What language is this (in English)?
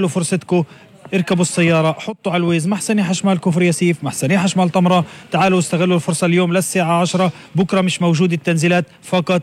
North Levantine Arabic